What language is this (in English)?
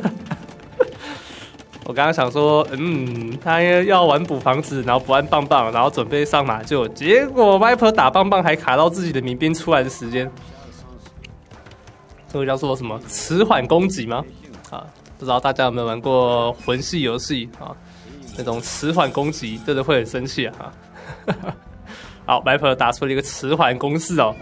Chinese